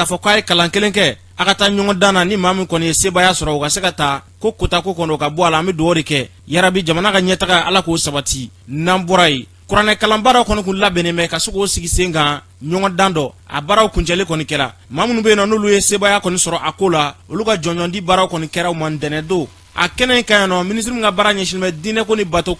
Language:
Bambara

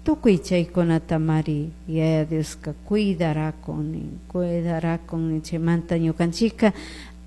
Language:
Chimborazo Highland Quichua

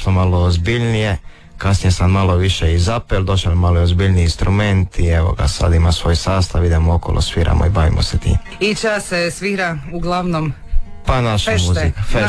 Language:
Croatian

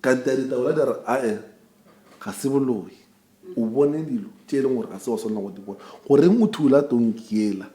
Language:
Northern Sotho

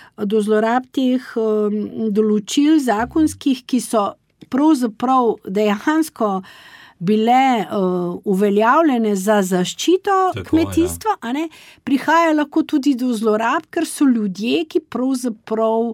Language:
Slovenian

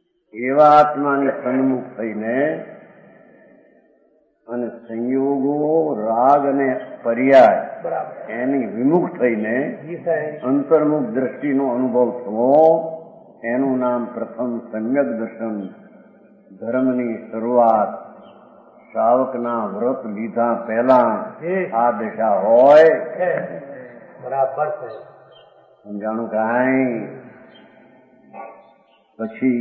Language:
Gujarati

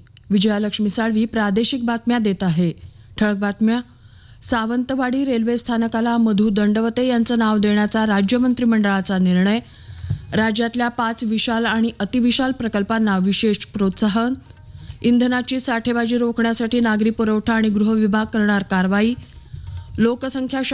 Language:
Marathi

